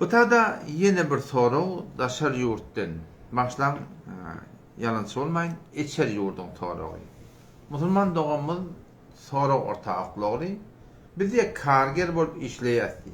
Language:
Turkmen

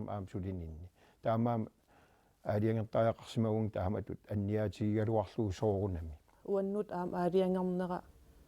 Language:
Kalaallisut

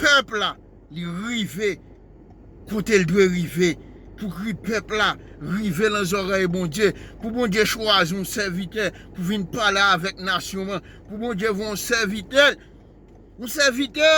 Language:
Haitian Creole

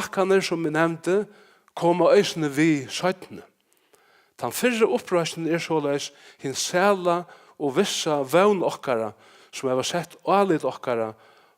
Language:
Faroese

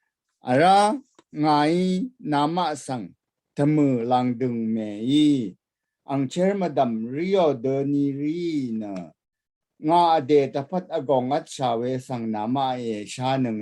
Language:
Rawang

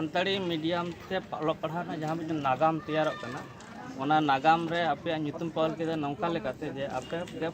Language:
Santali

